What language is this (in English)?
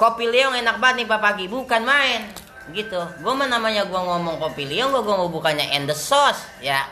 Betawi